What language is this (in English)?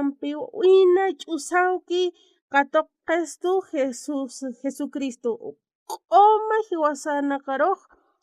Aymara